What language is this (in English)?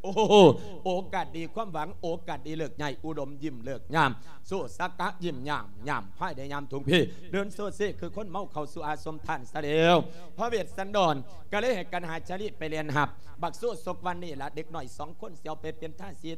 Lao